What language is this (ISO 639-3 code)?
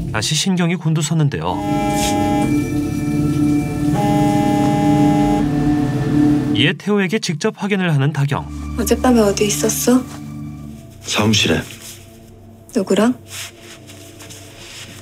kor